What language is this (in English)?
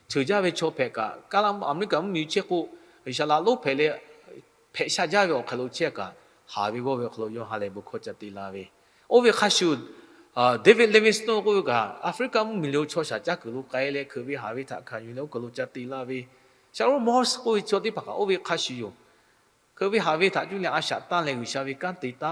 Lahu